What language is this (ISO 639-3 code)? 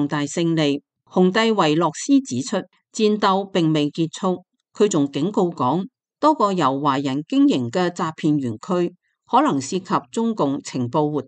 yue